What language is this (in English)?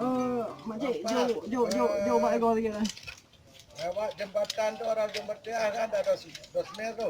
Achinese